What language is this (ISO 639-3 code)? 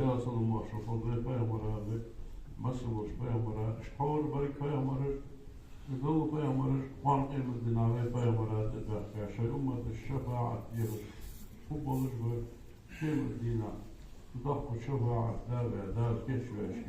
inh